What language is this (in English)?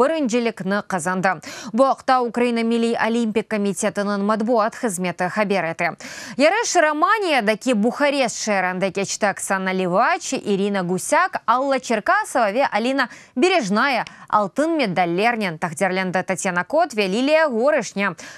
Crimean Tatar